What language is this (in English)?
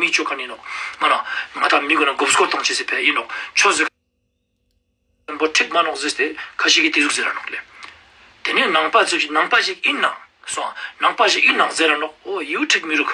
Ladakhi